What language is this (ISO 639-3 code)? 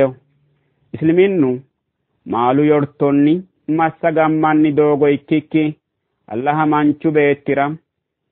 sid